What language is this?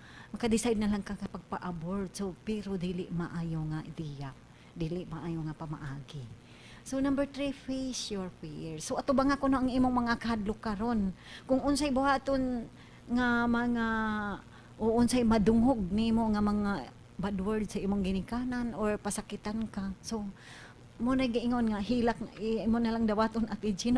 Cebuano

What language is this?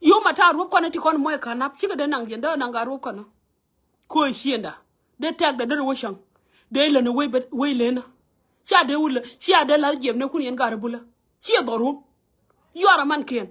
Nuer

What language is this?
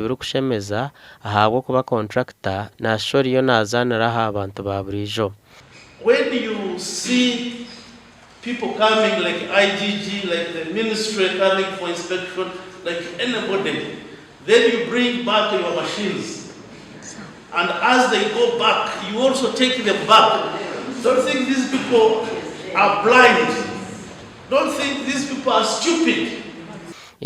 Nyankole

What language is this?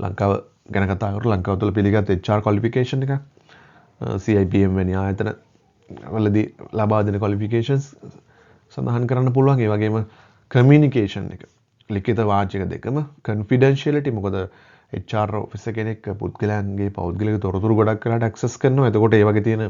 Sinhala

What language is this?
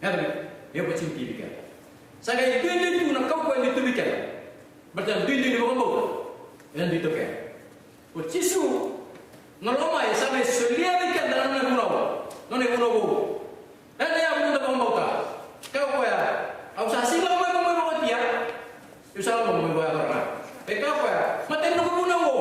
Fijian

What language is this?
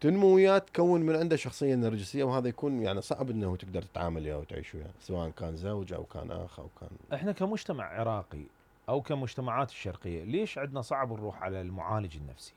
Mesopotamian Arabic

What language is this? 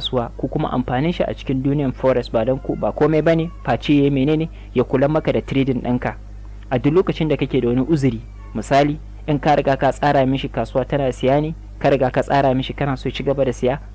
Hausa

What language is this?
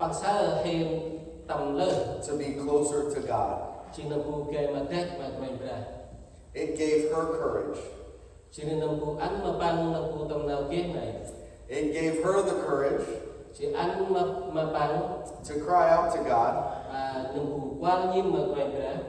Central Mnong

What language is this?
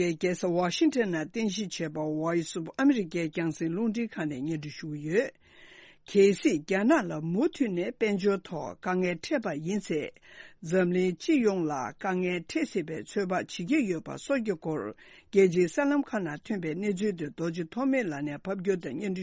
Tibetan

